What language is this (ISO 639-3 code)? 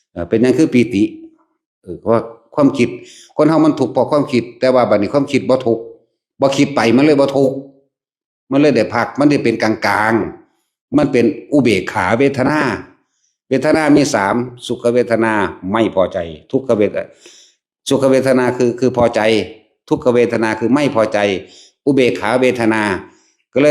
tts